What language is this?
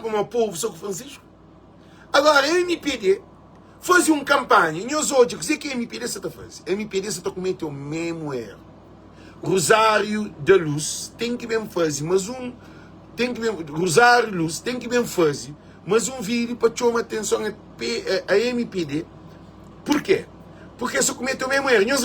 Kabuverdianu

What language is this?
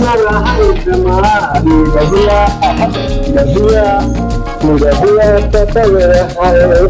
Awadhi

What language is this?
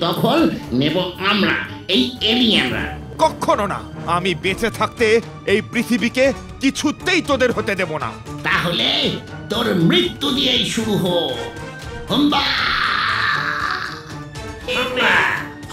Bangla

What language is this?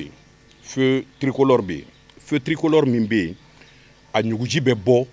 Bambara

